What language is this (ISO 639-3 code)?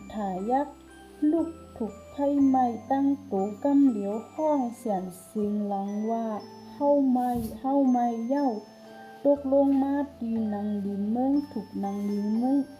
shn